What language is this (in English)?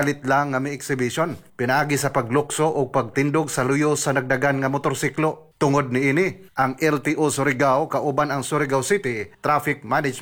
Cebuano